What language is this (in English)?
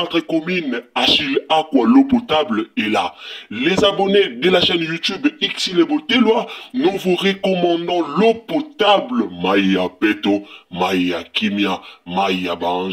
Lingala